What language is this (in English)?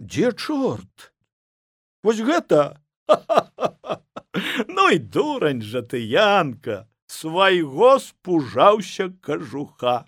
Belarusian